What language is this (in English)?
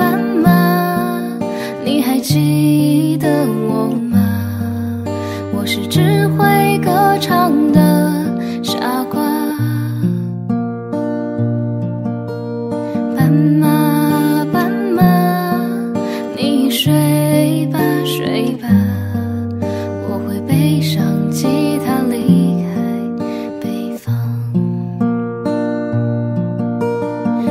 Chinese